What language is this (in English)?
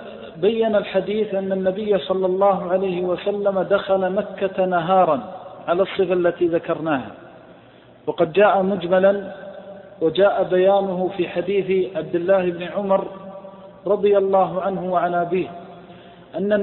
Arabic